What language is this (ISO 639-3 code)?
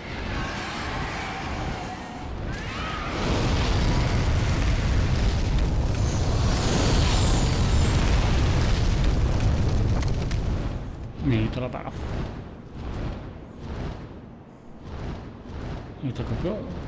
est